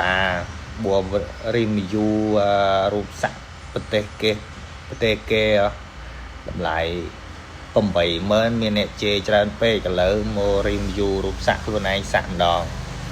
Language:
Khmer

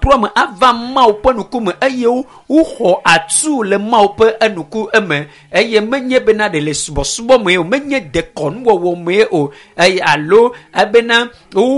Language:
Ewe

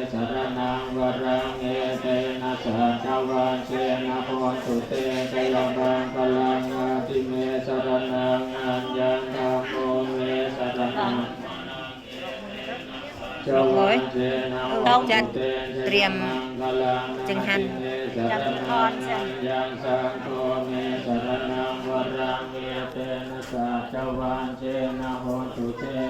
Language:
Pali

